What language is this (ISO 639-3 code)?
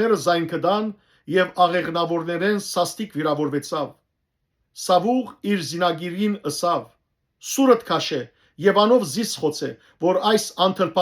hyw